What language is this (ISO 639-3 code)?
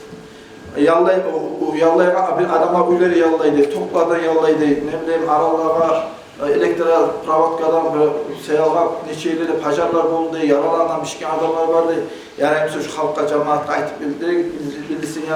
kum